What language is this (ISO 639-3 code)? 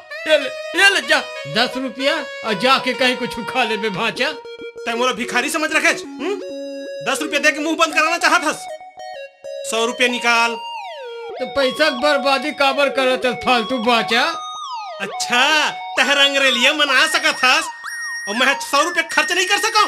hne